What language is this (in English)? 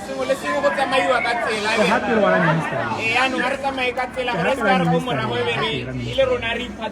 Tswana